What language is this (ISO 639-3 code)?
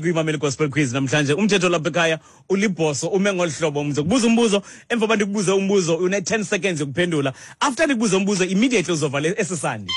xho